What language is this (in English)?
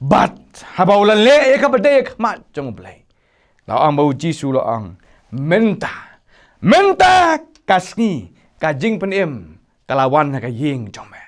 Khasi